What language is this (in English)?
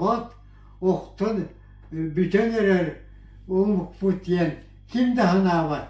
Yakut